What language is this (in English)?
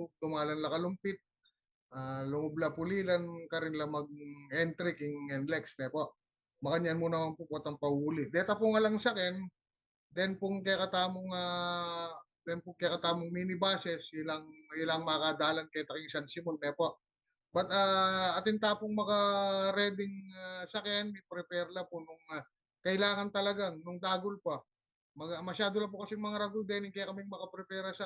Pampanga